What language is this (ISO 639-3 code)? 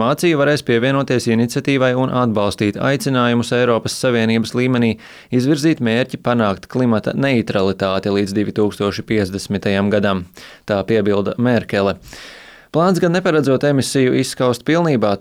lav